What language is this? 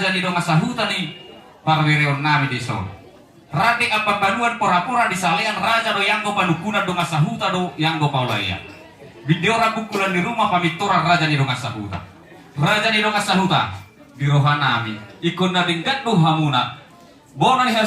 Batak Toba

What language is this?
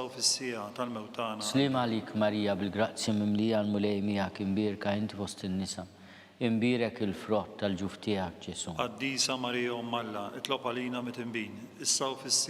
Maltese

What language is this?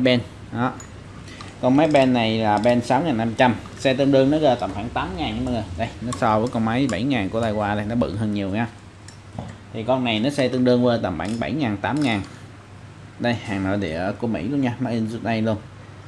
Vietnamese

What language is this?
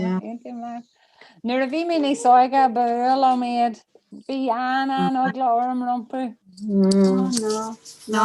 Irish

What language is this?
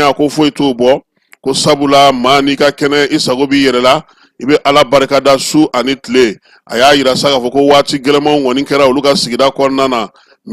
Bambara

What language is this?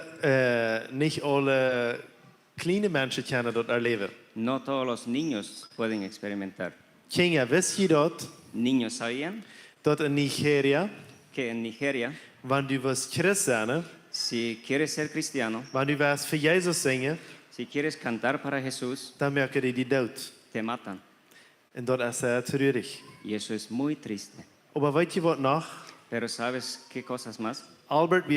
Plautdietsch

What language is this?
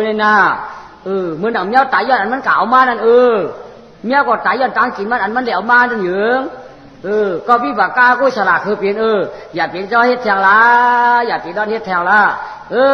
Shan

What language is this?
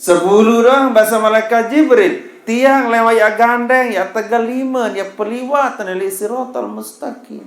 Sasak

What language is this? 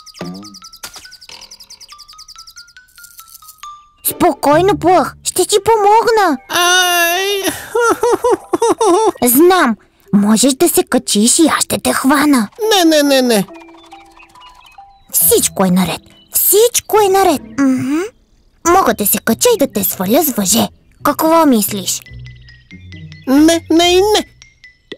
Bulgarian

